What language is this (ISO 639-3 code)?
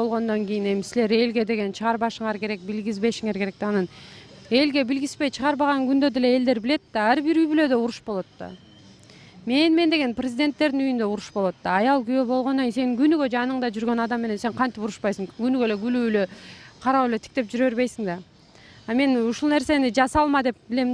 kir